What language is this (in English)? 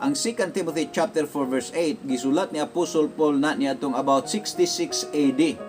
Cebuano